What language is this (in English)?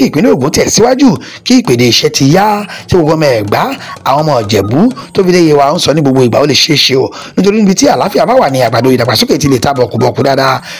Yoruba